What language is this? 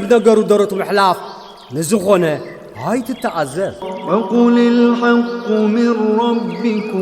Tigrinya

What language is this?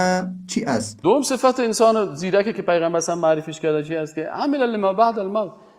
Persian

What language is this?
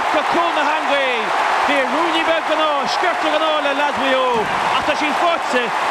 Irish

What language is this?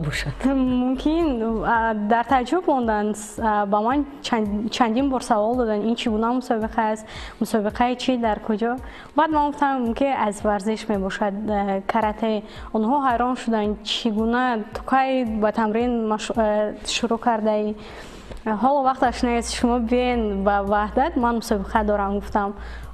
Tajik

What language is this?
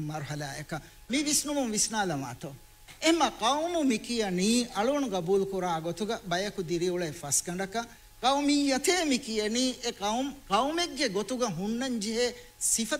Divehi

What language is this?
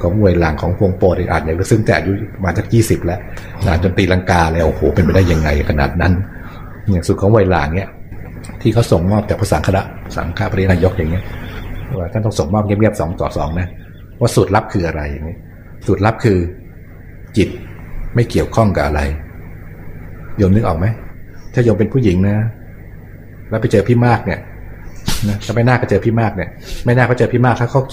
Thai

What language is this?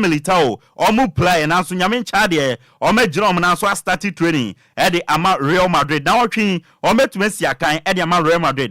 Akan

